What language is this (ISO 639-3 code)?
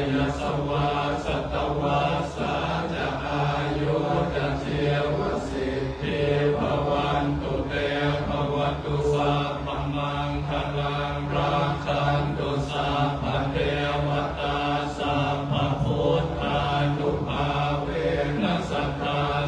pli